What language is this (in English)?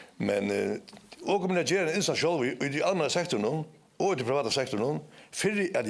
Faroese